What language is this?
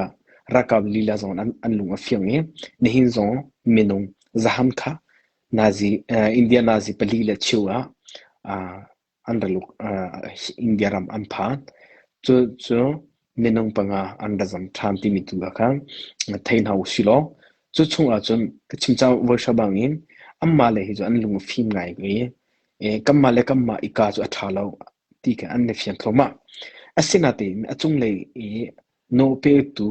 Hakha Chin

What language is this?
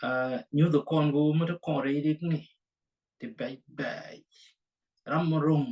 Nuer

